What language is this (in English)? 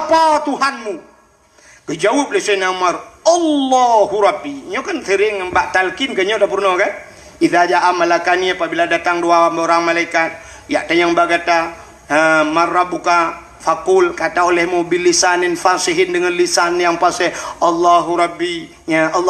Achinese